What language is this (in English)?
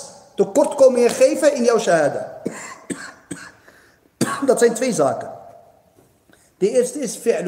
Dutch